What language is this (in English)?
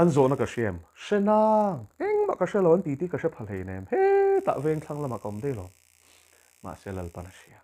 Mizo